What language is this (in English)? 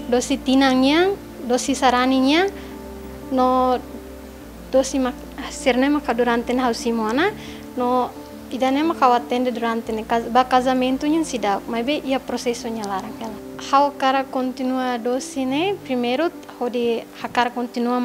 Tetum